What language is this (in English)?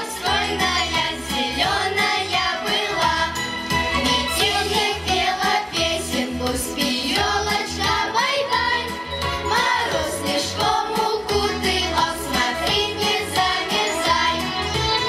Yakut